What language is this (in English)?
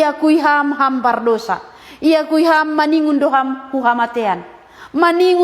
Batak Simalungun